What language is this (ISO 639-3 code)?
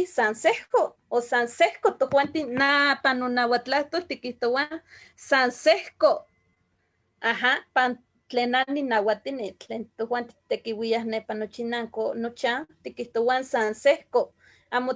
nhe